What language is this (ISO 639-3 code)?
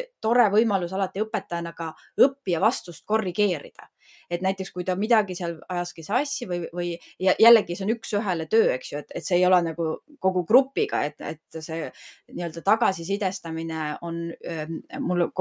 est